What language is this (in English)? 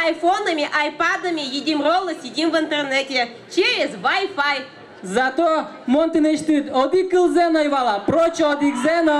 Udmurt